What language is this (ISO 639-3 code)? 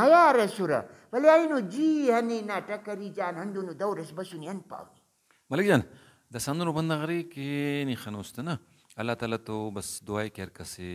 brh